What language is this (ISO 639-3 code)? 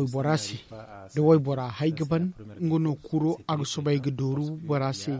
dje